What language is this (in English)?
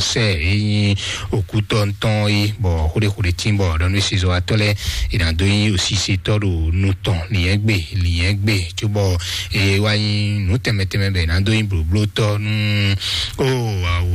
Fon